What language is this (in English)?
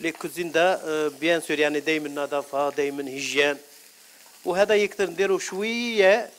Algerian Arabic